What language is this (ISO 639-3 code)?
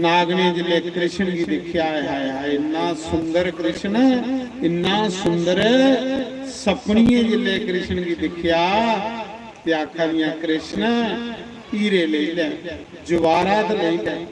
doi